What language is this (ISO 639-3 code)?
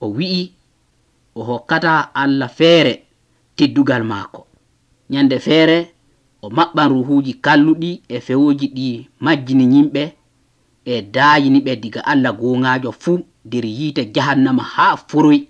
fuv